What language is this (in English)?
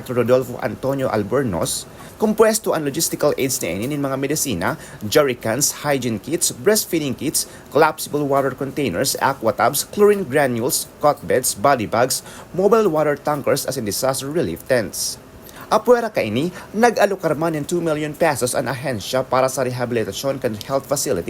Bikol